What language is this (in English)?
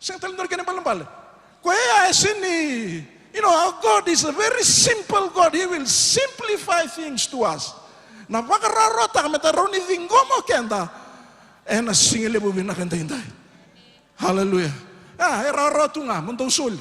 Fijian